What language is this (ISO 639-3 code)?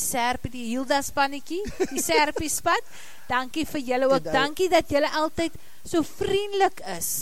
afr